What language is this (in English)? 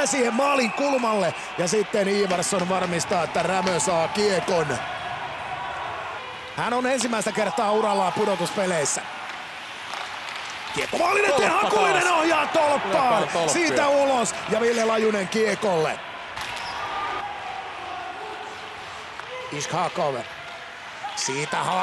Finnish